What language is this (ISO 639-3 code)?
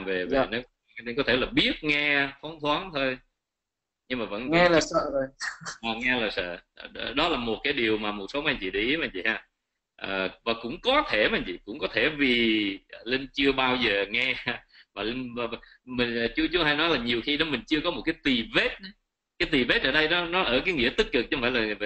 vie